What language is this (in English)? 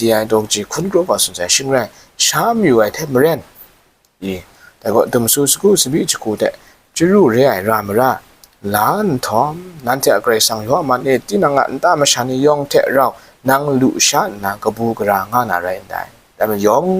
Kachin